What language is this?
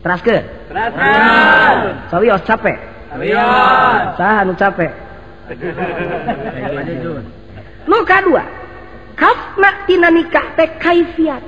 Sundanese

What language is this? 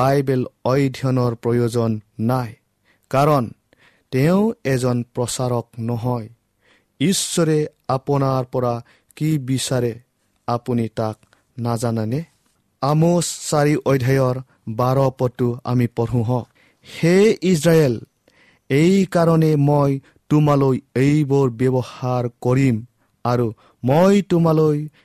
Assamese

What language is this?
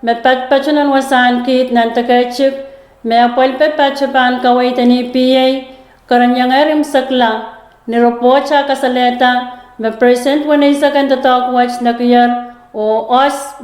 Pohnpeian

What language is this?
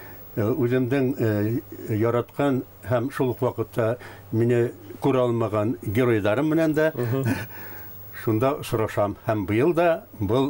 Bashkir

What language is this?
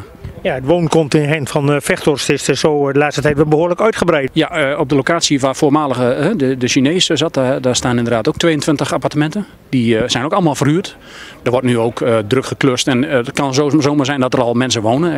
Dutch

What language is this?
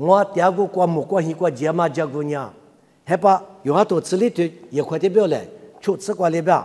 Lisu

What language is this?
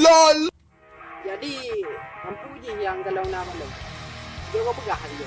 Achinese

